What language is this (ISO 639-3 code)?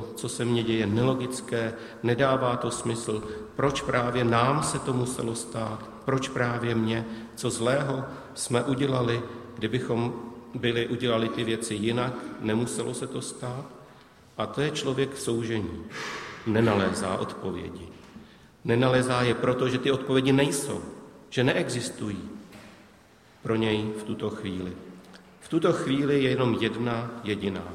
ces